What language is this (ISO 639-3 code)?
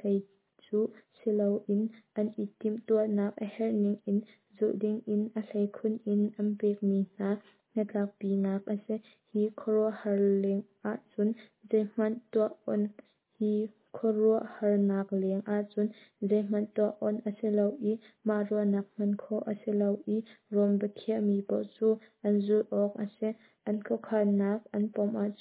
cnh